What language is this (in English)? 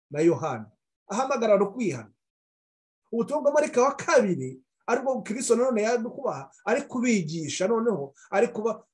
Kinyarwanda